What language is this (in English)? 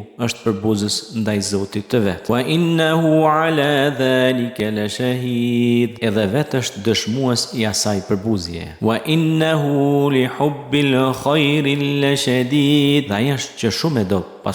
Albanian